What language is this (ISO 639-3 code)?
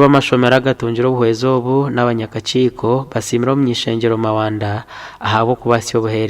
nyn